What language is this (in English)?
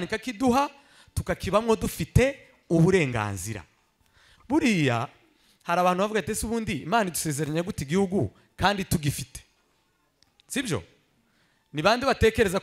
Kinyarwanda